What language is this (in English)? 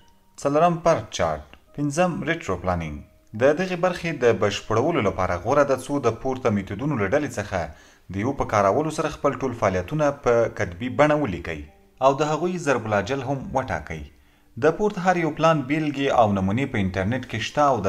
Pashto